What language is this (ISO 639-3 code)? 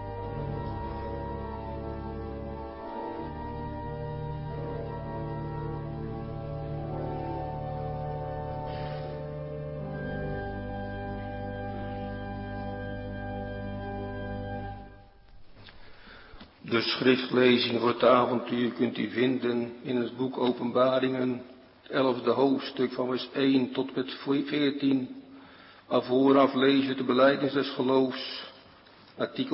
nld